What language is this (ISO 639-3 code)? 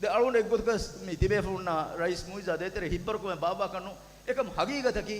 div